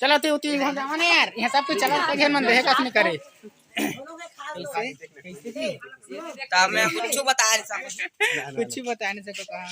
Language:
Chhattisgarhi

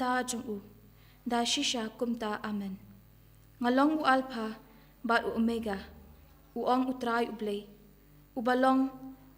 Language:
Khasi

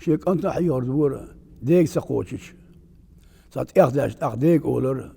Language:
Chechen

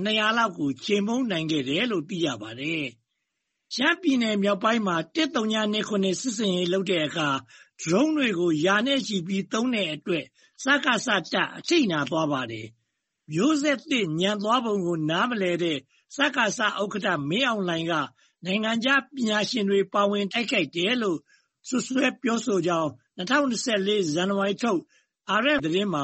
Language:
Burmese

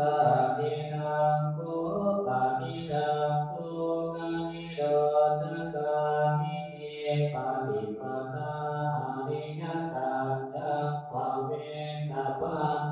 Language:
Pali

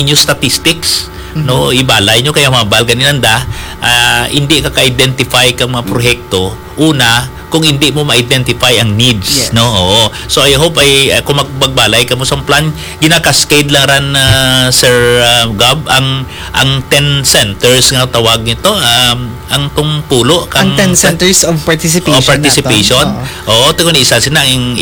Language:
Hiligaynon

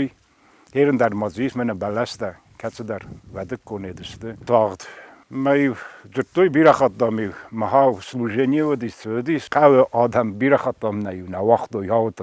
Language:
Ossetic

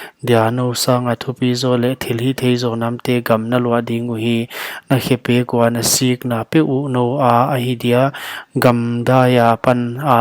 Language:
Paite Chin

